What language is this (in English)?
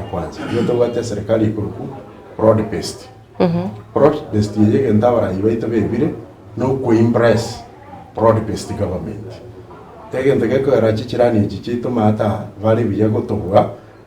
Gusii